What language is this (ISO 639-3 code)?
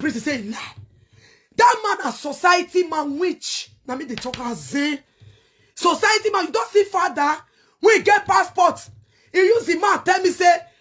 pcm